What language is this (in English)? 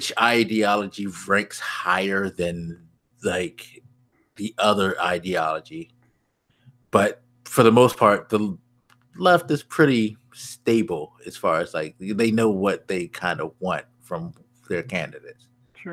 English